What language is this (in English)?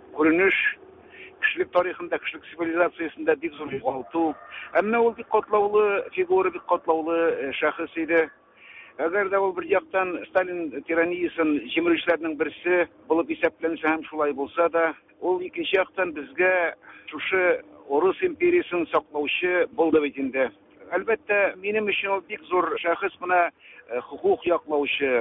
Tatar